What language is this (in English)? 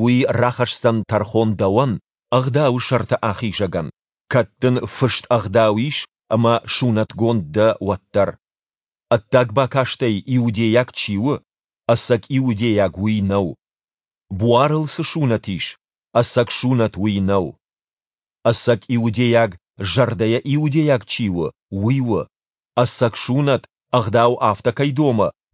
Ossetic